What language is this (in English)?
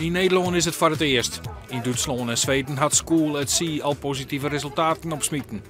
Western Frisian